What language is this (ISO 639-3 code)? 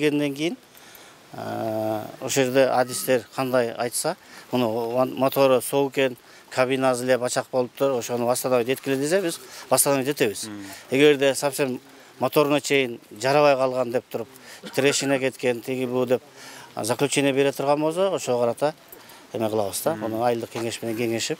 kir